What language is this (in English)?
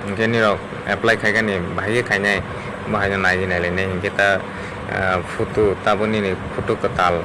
Kok Borok